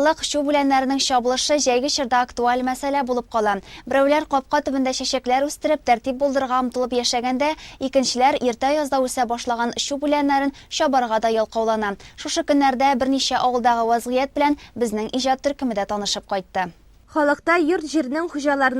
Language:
Tatar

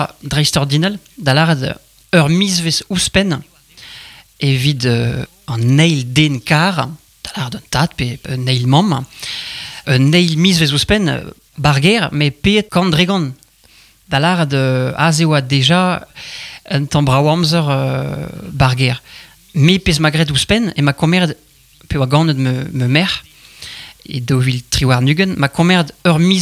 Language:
Breton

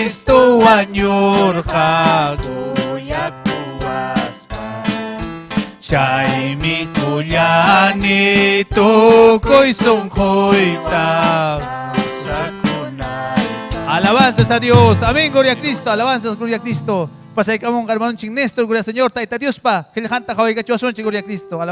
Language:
Ayacucho Quechua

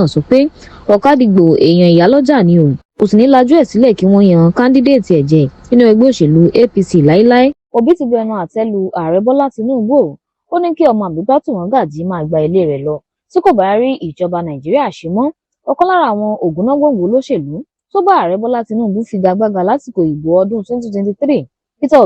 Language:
Yoruba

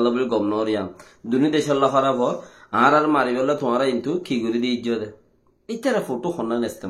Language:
Rohingya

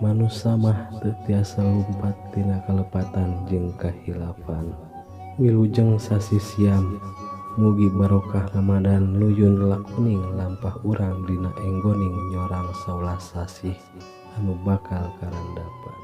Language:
Sundanese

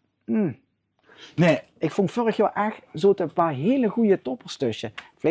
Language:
Limburgish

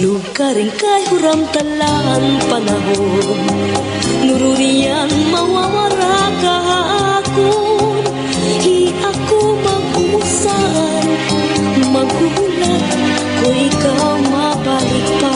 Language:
Waray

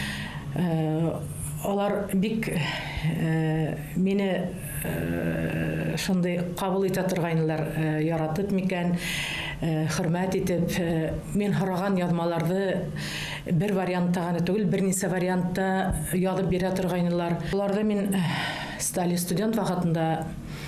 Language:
Bashkir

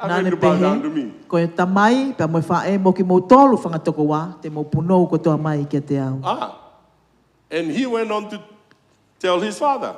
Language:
Tongan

